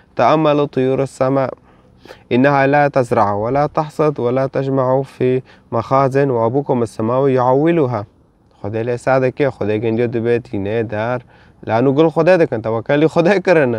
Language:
Kurdish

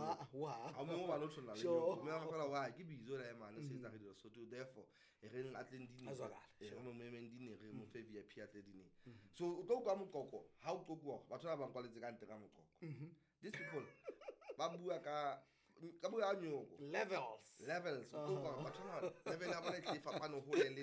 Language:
Southern Sotho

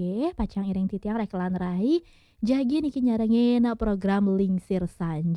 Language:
Balinese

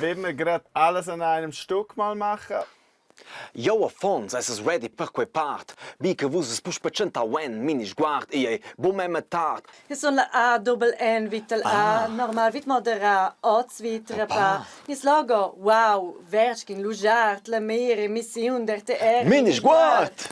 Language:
Romansh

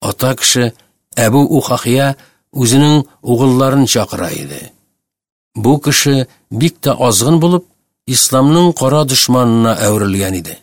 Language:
Tatar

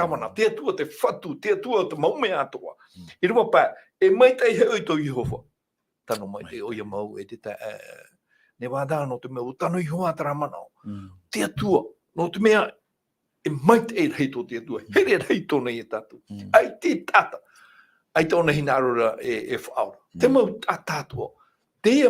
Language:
Tahitian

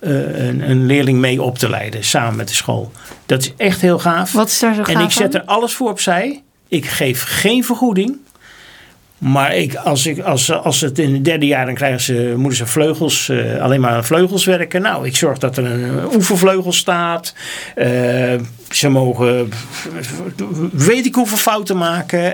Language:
Dutch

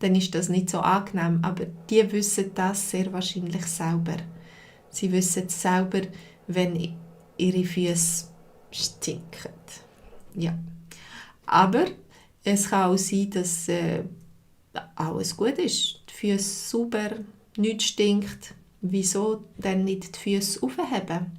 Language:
Swiss German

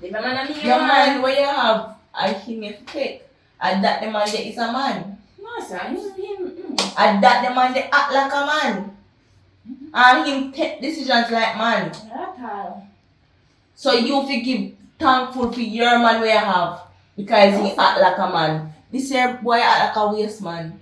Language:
Jamaican Creole English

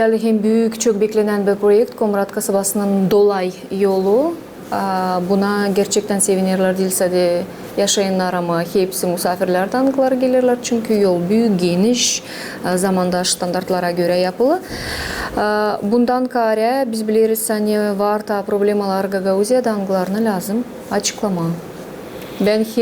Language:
Gagauz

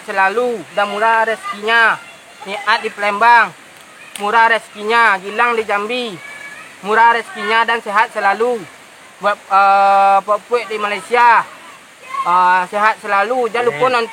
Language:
Minangkabau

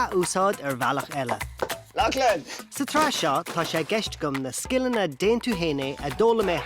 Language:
Irish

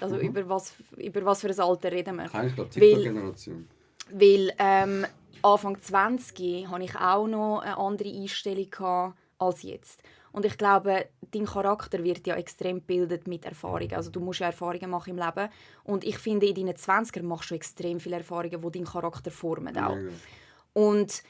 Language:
Swiss German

